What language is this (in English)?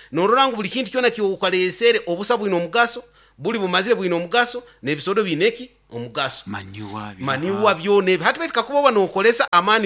Nyoro